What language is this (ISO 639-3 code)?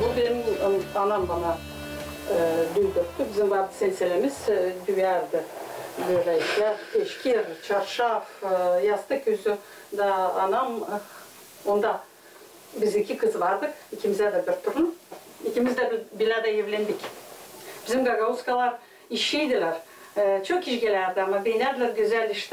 gag